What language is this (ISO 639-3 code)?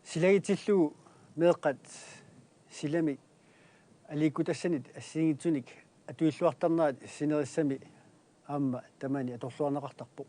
kal